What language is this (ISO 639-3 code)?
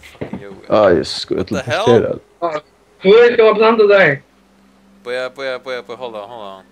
fao